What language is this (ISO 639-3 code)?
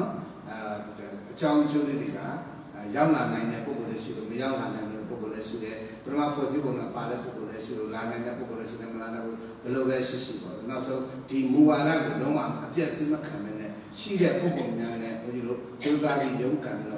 mya